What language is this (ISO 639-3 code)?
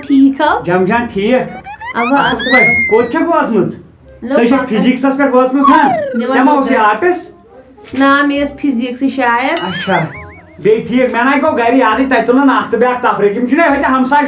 kas